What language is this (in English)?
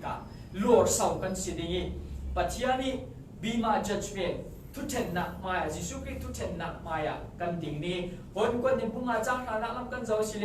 Falam Chin